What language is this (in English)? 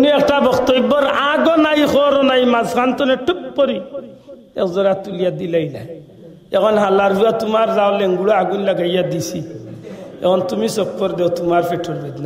Sylheti